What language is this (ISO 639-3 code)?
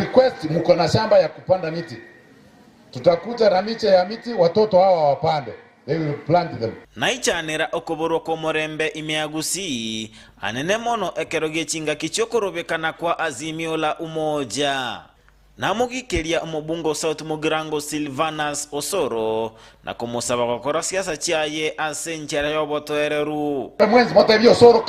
guz